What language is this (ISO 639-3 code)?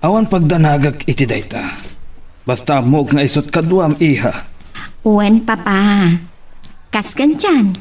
ilo